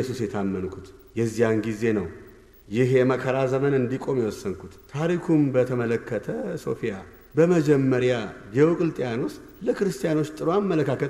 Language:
Amharic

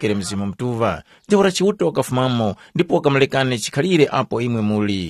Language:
Tumbuka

